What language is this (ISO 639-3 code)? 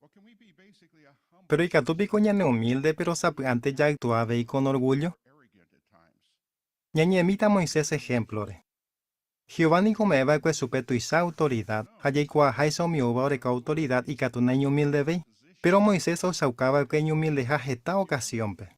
grn